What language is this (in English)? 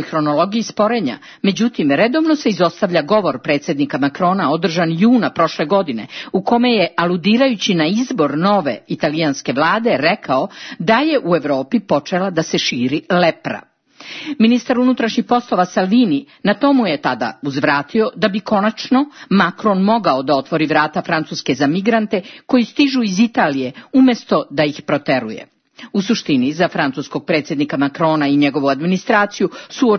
Serbian